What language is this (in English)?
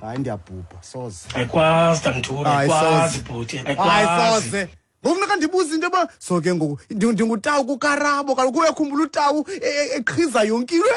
Xhosa